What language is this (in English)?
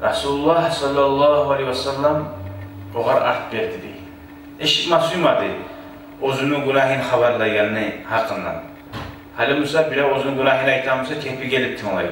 Kumyk